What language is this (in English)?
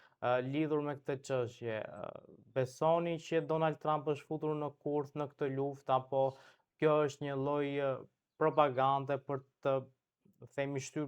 Albanian